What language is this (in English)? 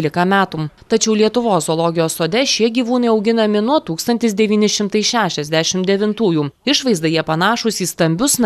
Lithuanian